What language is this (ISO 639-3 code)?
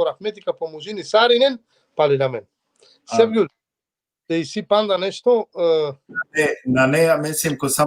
rmn